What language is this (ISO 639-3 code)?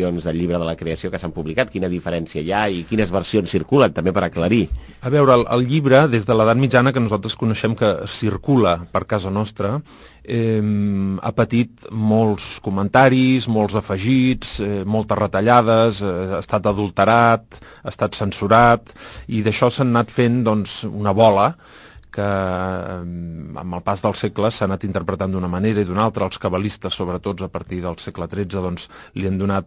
cat